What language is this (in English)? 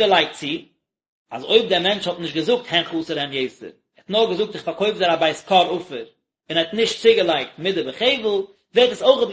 Yiddish